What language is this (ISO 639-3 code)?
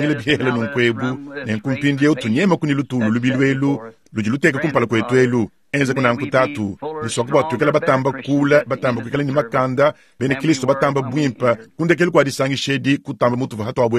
lua